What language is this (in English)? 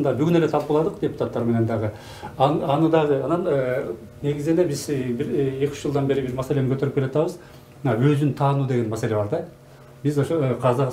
Kyrgyz